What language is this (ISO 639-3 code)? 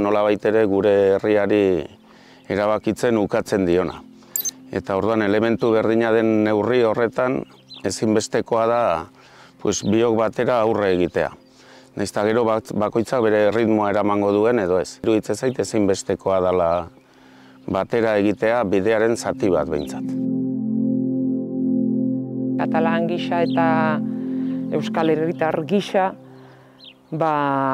eus